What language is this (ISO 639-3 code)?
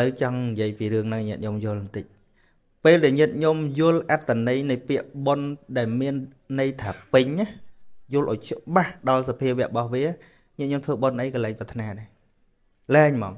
khm